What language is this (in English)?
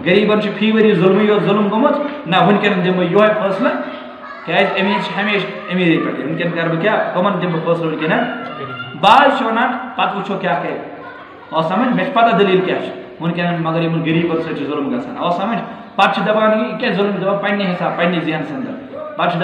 Kashmiri